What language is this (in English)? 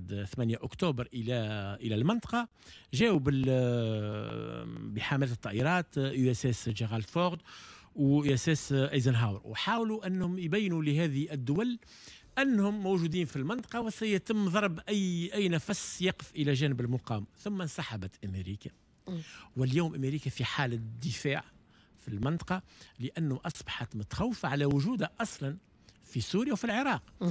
Tunisian Arabic